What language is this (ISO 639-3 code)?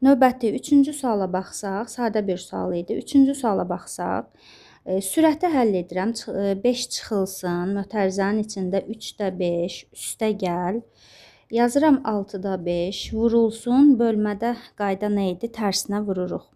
aze